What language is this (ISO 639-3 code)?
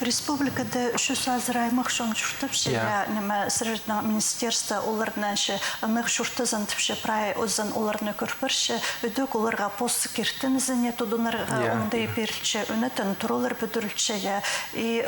kjh